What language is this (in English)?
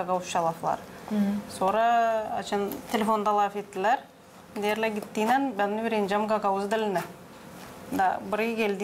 Gagauz